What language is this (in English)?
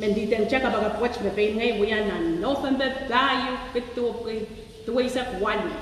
Pohnpeian